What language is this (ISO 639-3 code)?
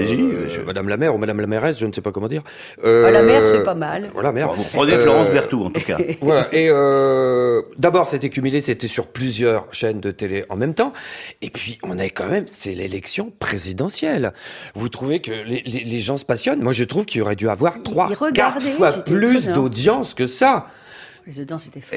fra